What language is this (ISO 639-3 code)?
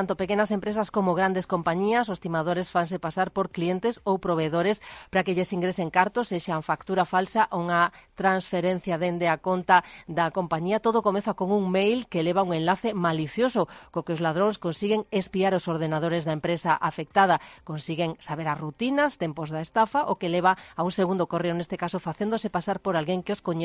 glg